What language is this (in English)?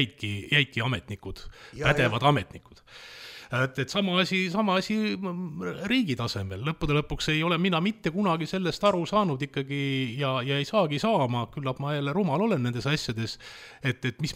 Estonian